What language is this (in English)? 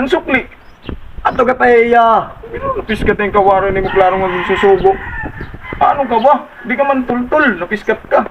Waray